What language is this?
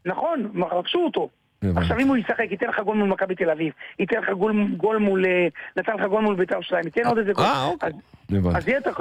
Hebrew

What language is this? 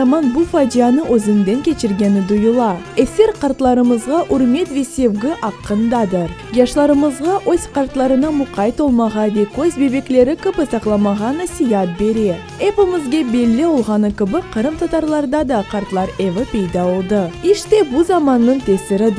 Crimean Tatar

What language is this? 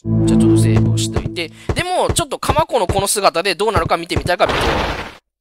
Japanese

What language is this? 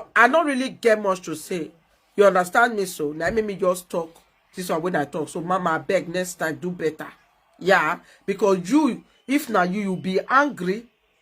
Nigerian Pidgin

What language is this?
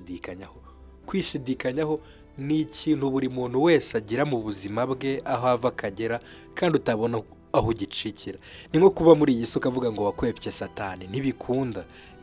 Kinyarwanda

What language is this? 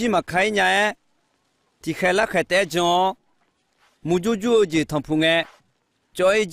Akha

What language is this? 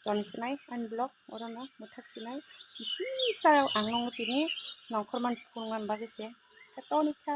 Kok Borok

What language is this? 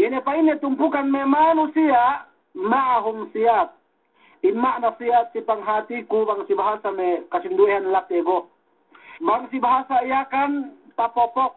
Yakan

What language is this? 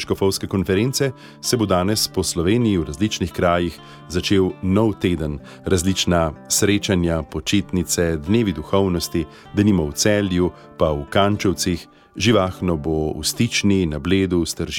Slovenian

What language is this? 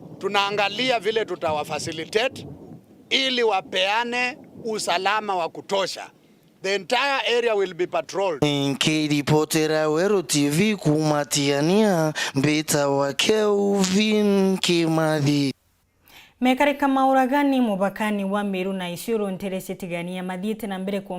Meru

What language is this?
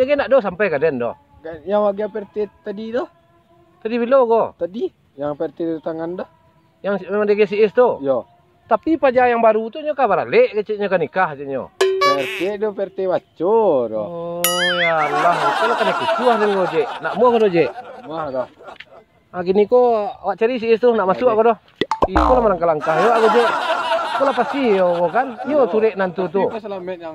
Minangkabau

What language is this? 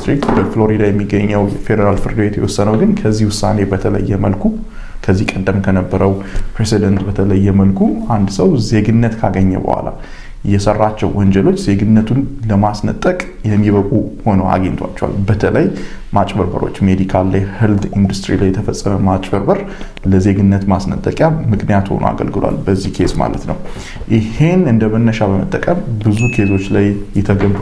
Amharic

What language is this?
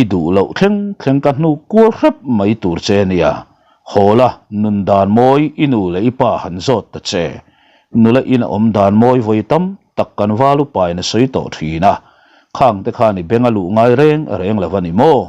Mizo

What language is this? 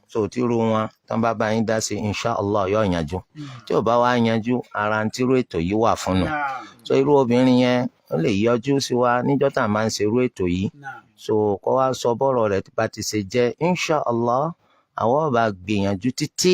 Yoruba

